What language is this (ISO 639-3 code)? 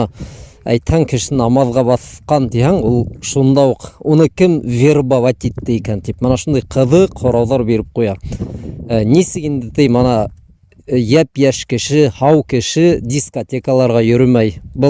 bak